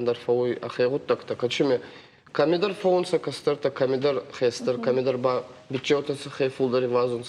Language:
Ossetic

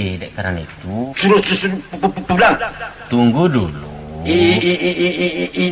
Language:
Minangkabau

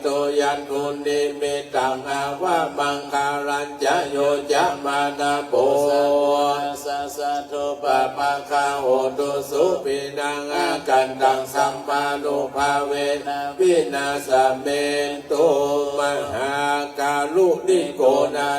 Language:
Pali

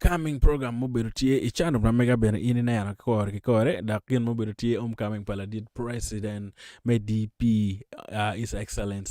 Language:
Acoli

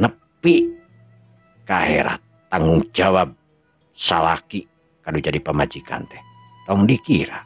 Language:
Sundanese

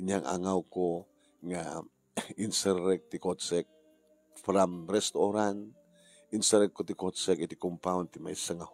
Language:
Iloko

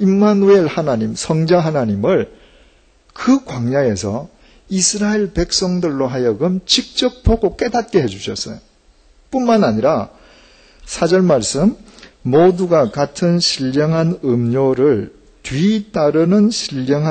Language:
Korean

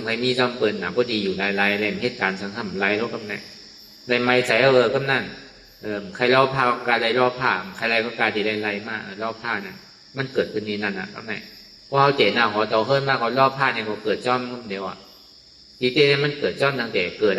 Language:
Shan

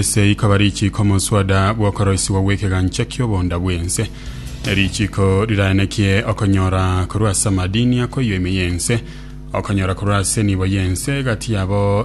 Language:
Gusii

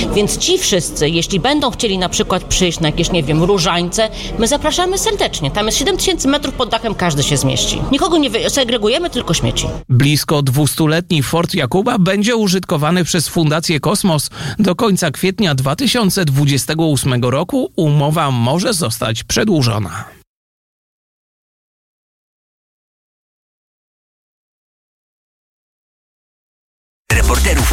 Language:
Polish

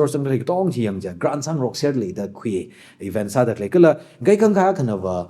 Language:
Tangkhul Naga (India)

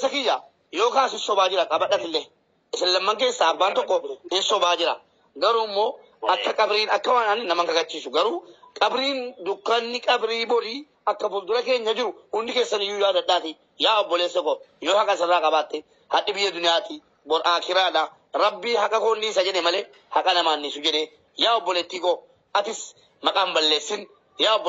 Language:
Oromo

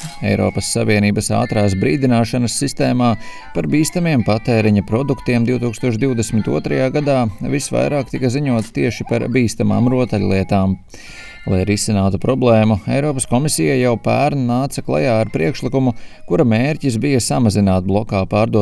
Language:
Latvian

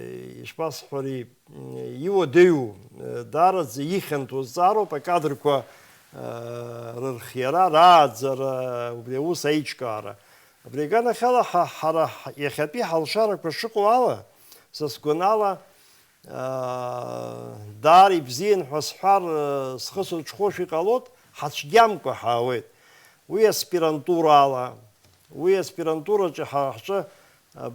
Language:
Abkhazian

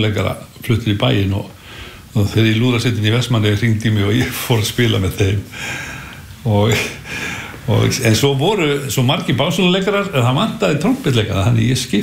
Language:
Icelandic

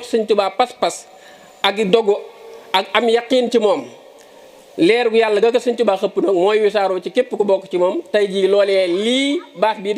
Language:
Wolof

